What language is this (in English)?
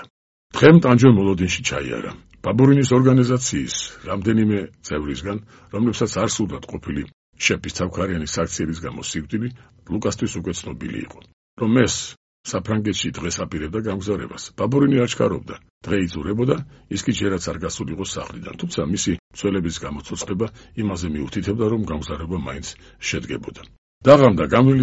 Georgian